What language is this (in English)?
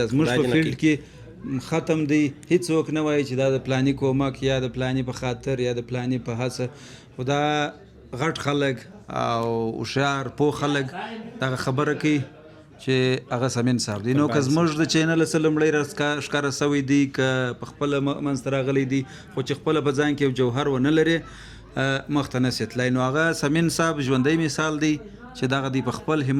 Pashto